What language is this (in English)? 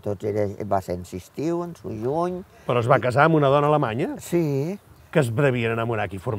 Catalan